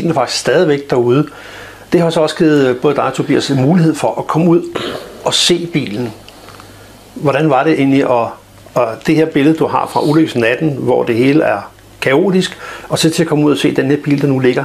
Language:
Danish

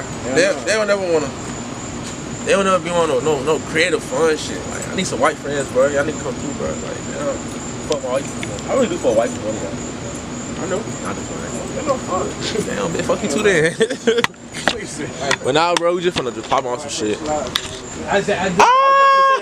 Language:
English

